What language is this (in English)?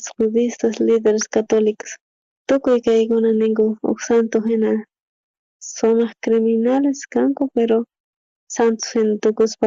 South Bolivian Quechua